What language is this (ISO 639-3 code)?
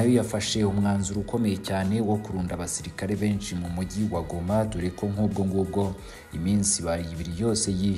kin